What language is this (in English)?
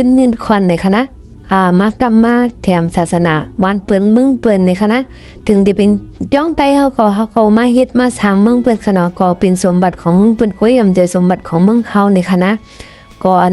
Shan